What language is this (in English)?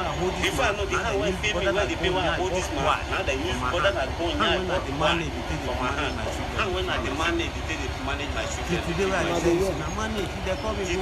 Nigerian Pidgin